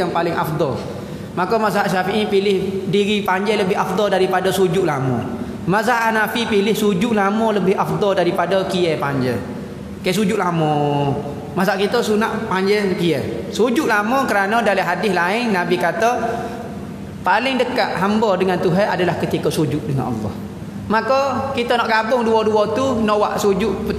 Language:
Malay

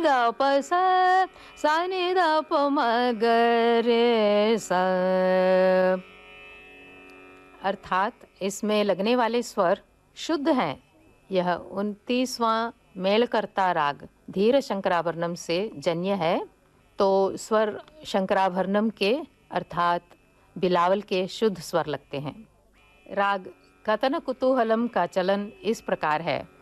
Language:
Hindi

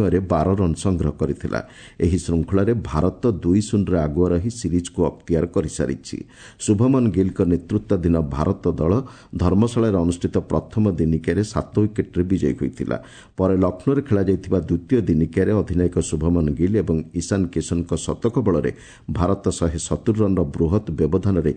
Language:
Odia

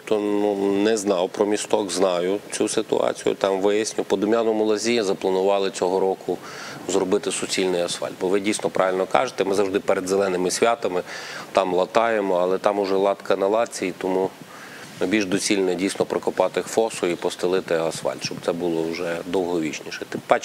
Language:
Ukrainian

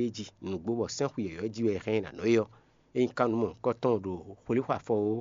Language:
Fon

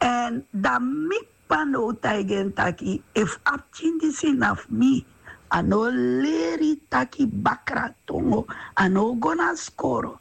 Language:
Sranan Tongo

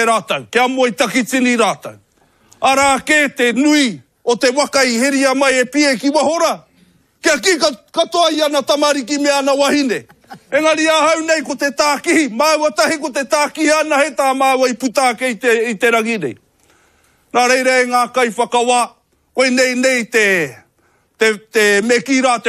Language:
Māori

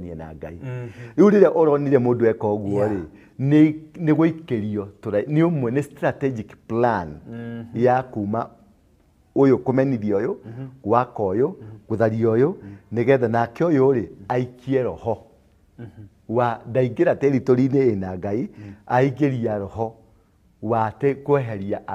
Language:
Kikuyu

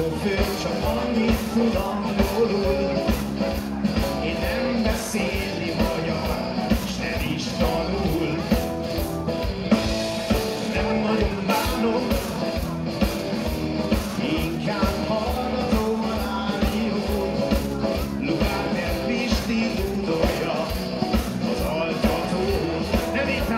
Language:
Hungarian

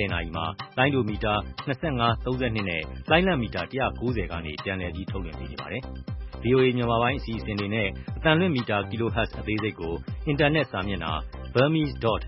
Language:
Burmese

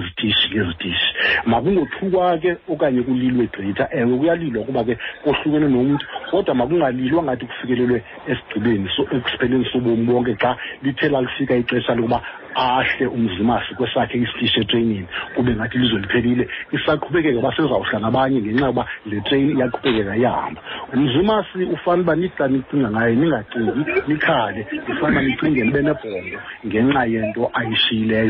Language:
Xhosa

